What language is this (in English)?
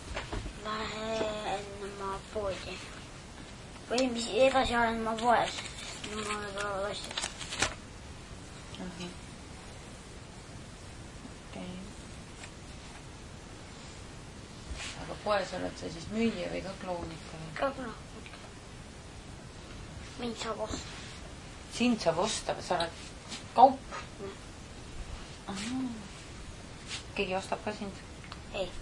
Estonian